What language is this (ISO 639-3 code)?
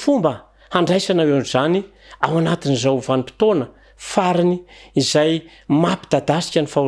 mlg